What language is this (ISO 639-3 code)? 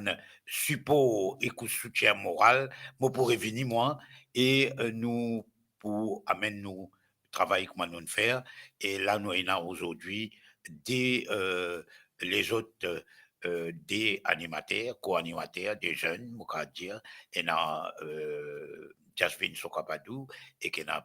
mfe